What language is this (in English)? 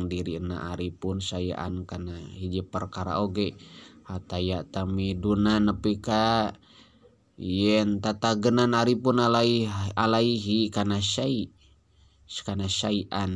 Sundanese